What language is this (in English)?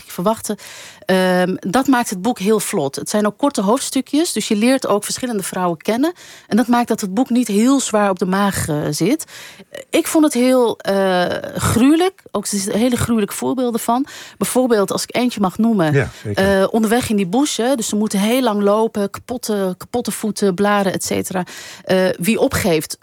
Dutch